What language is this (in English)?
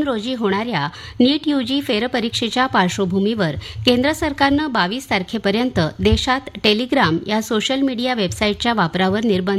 Marathi